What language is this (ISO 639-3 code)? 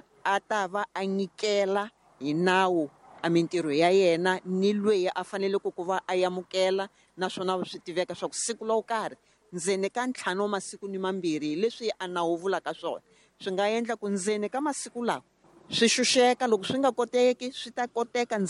tso